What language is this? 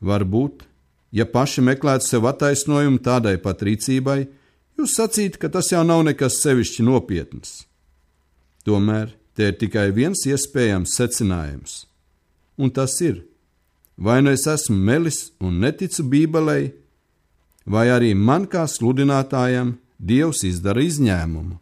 Latvian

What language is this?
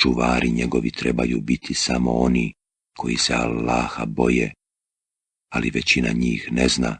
Bosnian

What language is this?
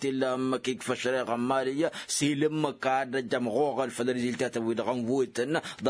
Tamasheq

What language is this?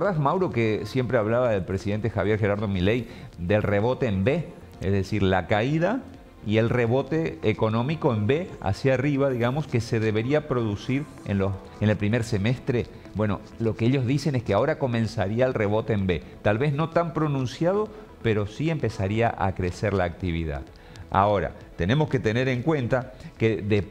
Spanish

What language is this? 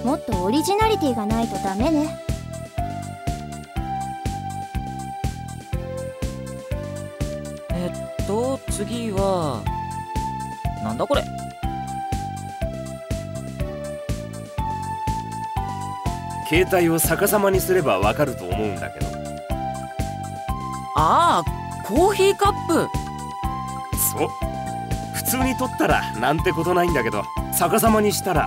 Japanese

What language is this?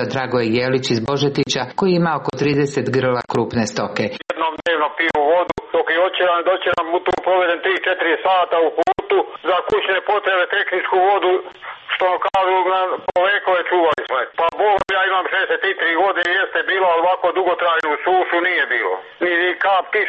Serbian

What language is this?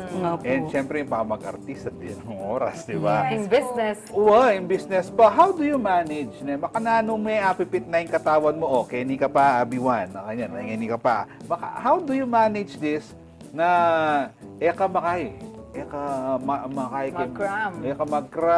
Pampanga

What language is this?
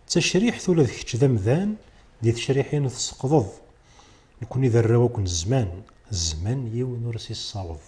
Kabyle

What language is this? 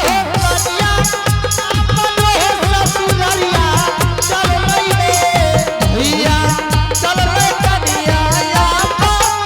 Angika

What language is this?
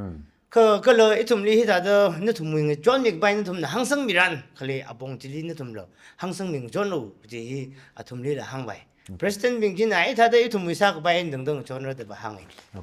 Tangkhul Naga (India)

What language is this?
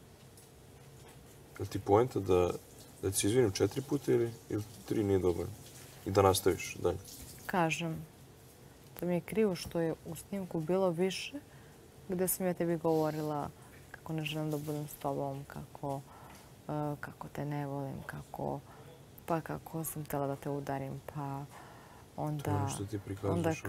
Serbian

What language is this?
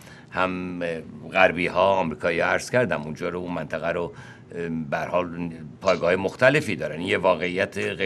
Persian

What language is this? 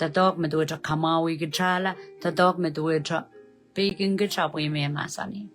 Pohnpeian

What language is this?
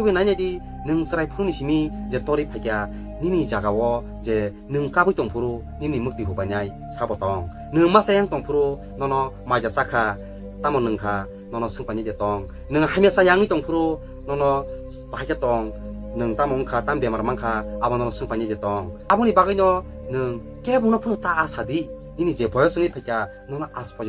Kok Borok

